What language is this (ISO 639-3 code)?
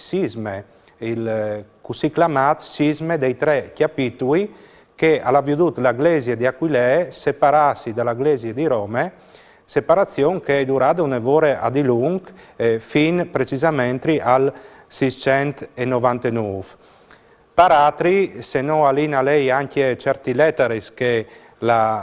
fur